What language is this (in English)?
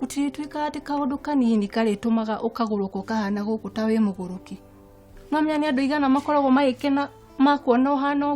Kikuyu